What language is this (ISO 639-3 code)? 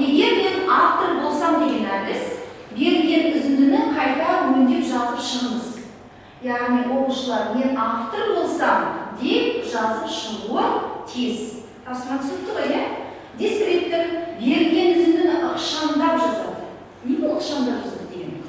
kaz